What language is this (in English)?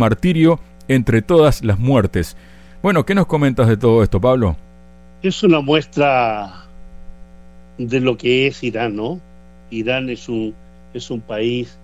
Spanish